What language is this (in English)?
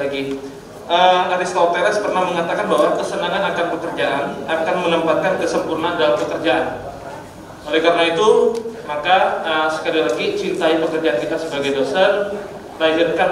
Indonesian